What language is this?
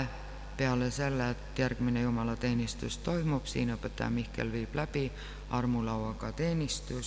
Estonian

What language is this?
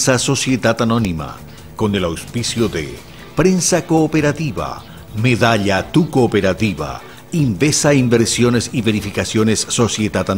Spanish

